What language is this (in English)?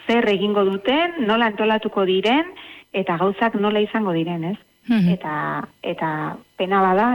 Basque